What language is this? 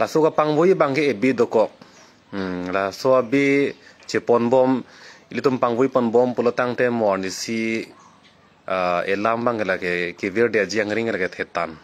Karbi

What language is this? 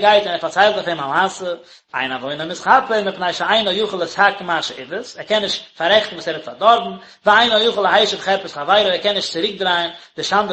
Yiddish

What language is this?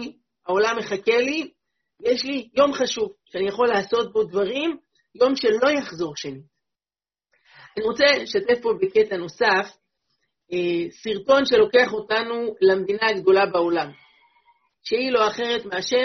Hebrew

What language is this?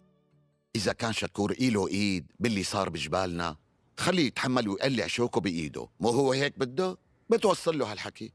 North Levantine Arabic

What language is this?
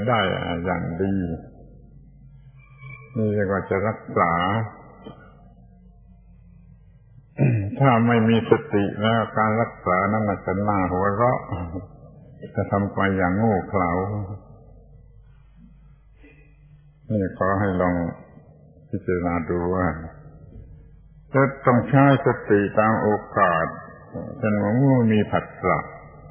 Thai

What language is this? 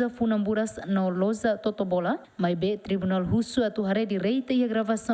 Tetum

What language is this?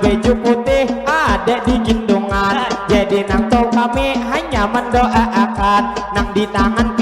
Banjar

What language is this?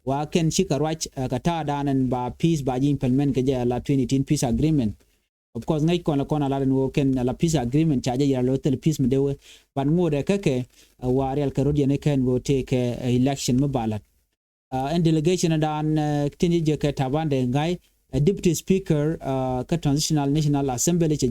Nuer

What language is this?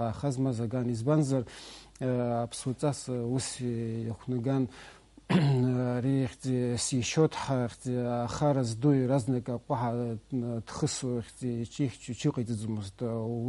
Abkhazian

